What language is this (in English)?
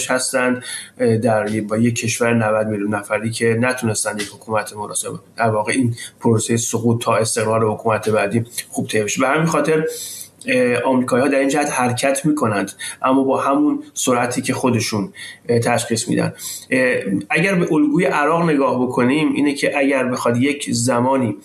Persian